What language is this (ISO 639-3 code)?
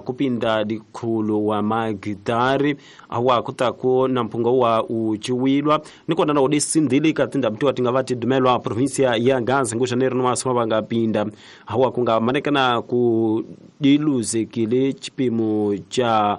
tso